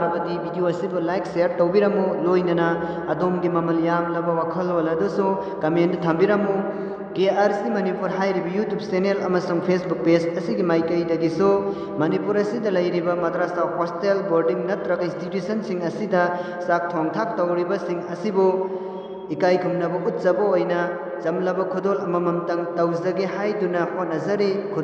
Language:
Manipuri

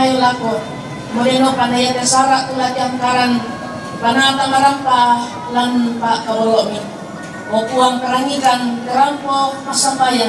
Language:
Toraja-Sa'dan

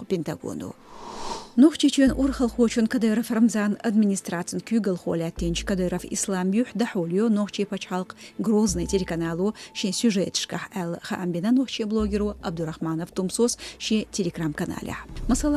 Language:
Chechen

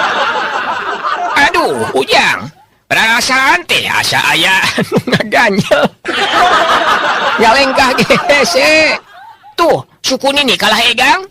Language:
Sundanese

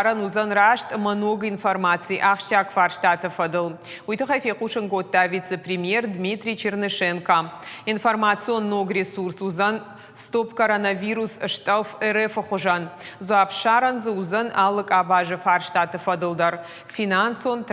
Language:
Ossetic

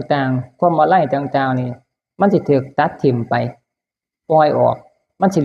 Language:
Northeastern Thai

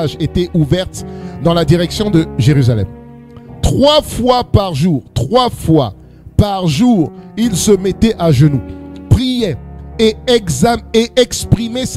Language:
French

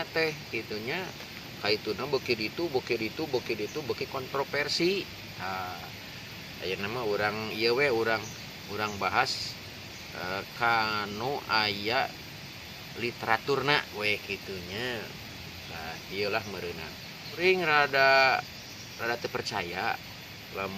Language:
Sundanese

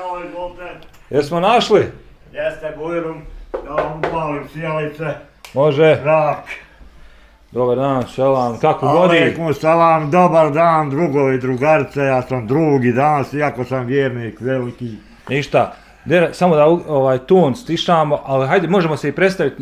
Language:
Bosnian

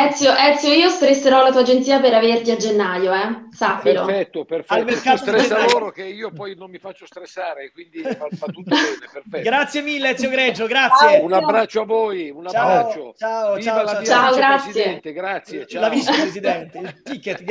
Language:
Italian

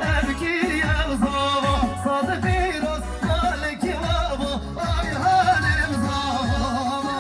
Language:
Kurdish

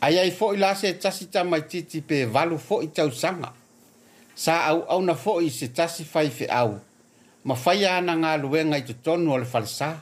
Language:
Samoan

